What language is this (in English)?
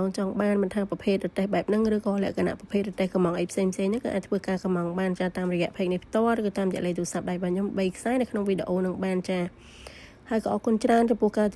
Khmer